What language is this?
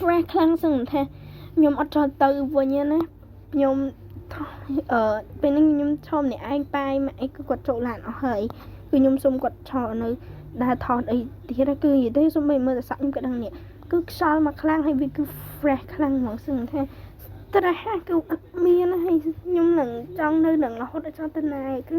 Khmer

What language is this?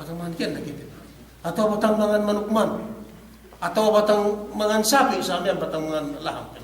Yakan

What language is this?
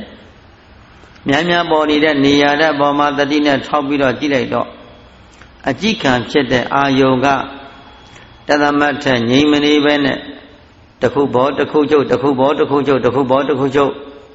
Burmese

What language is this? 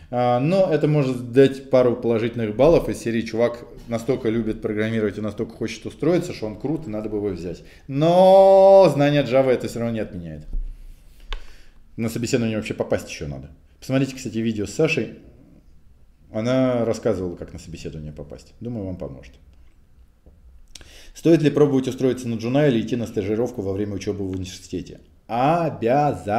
Russian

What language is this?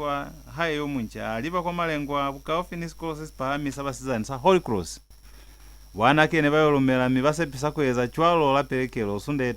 Lozi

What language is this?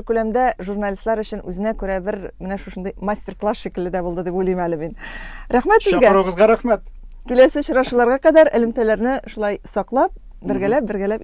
Tatar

